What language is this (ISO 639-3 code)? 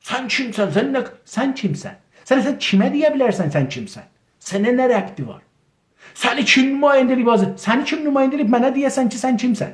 azb